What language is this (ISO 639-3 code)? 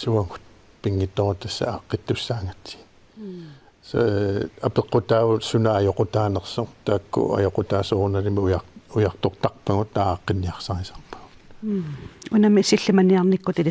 kal